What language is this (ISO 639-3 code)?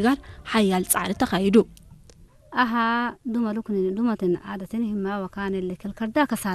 tir